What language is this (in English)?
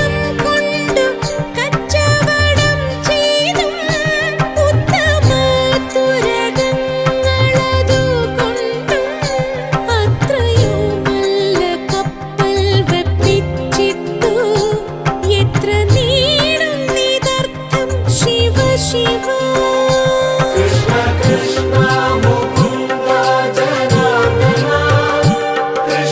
Malayalam